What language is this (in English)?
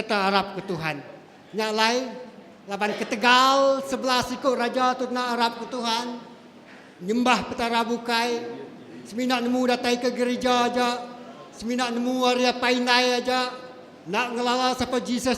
Iban